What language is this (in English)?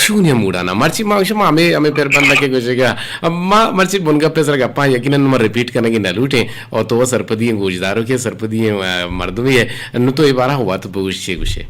Eastern Balochi